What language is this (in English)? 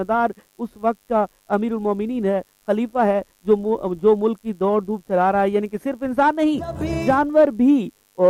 Urdu